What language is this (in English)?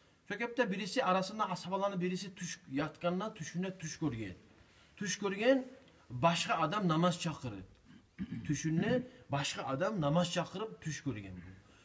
Kumyk